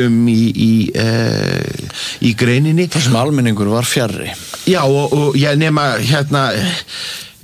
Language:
Icelandic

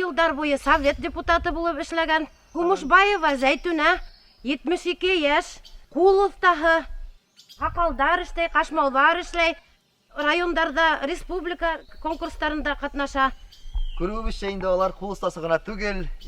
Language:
Bashkir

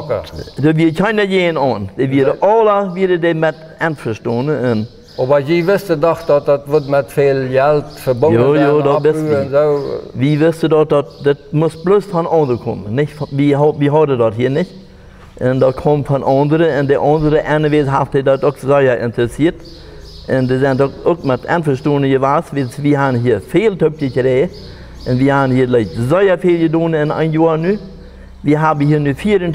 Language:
Plautdietsch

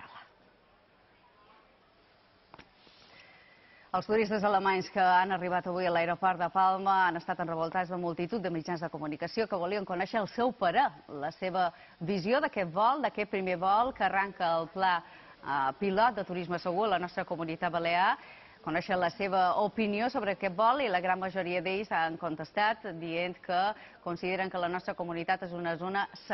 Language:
Catalan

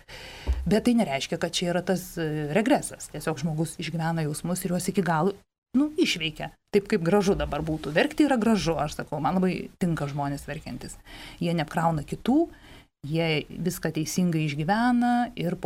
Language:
Lithuanian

